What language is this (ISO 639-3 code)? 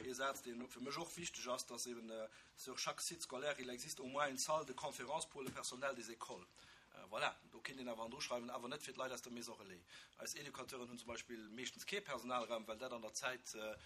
ltz